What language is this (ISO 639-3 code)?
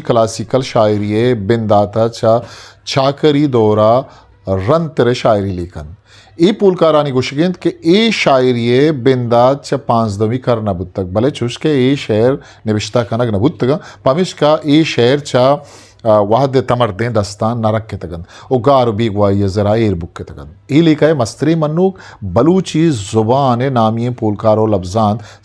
bgp